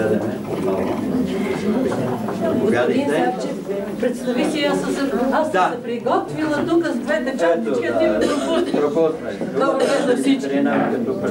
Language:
Bulgarian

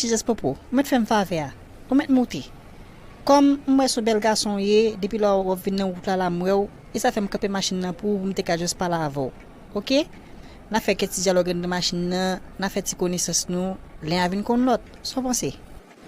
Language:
Haitian Creole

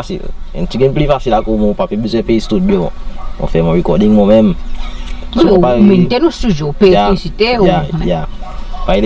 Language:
Seselwa Creole French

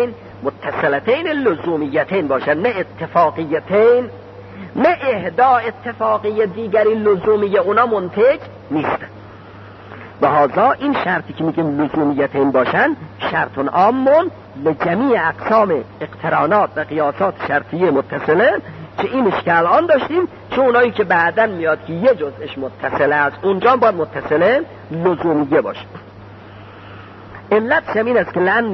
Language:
Persian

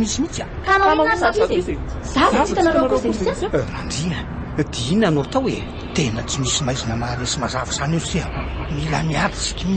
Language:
Malagasy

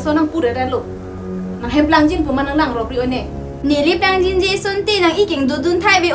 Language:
Karbi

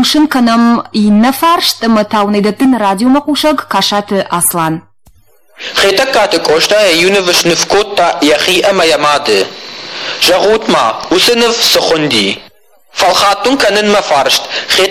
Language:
Ossetic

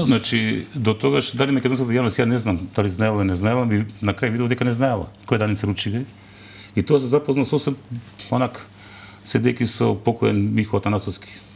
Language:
Macedonian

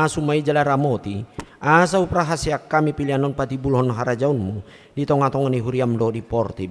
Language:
Batak Toba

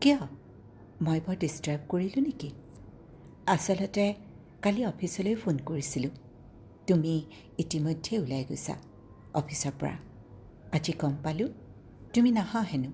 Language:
Assamese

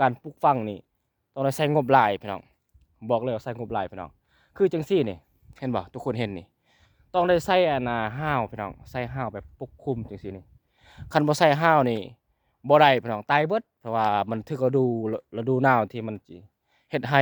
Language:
Lao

